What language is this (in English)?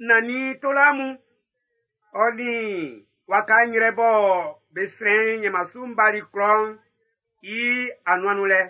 Baoulé